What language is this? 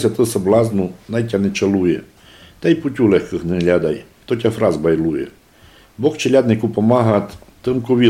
Rusyn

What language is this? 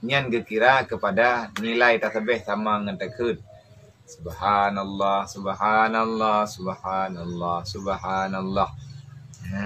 Achinese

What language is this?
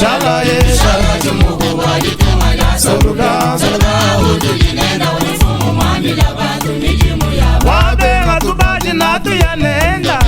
Luba-Lulua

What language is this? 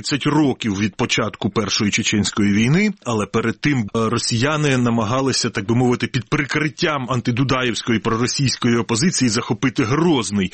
Ukrainian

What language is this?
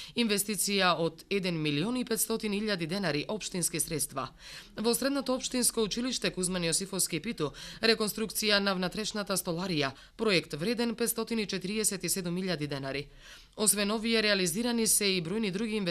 Macedonian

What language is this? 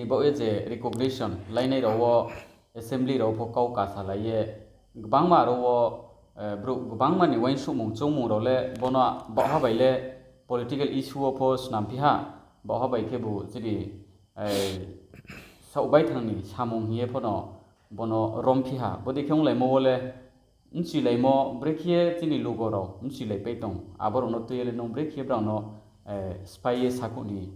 Riang (India)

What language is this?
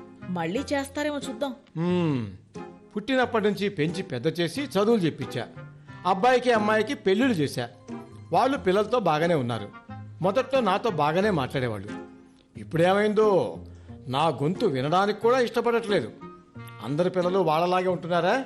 Telugu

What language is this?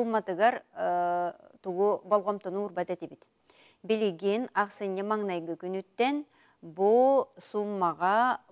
Yakut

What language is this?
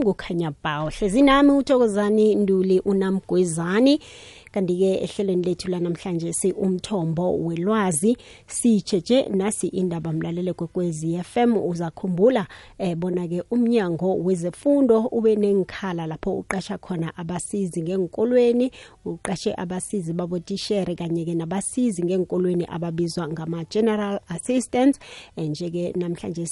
South Ndebele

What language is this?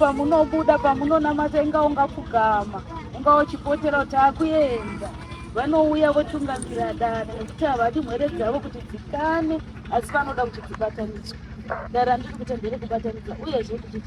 Shona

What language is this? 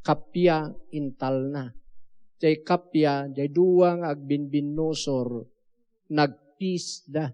Iloko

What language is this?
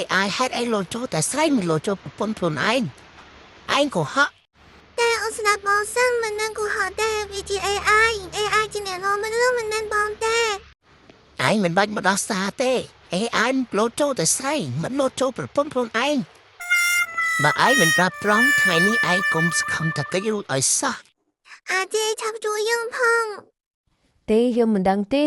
Khmer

